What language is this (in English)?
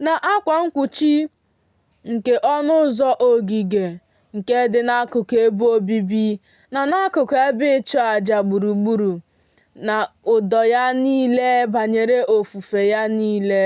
Igbo